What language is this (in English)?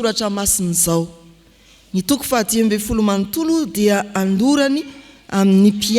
Malagasy